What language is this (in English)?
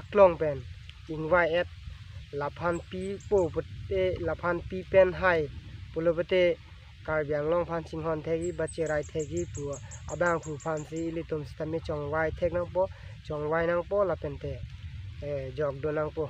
Karbi